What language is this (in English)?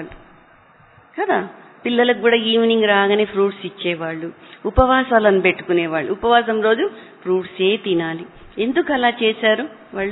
Telugu